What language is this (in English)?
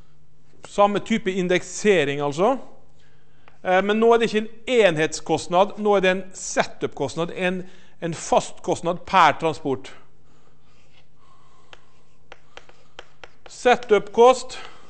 Norwegian